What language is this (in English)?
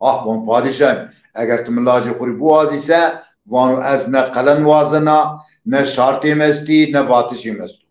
Zaza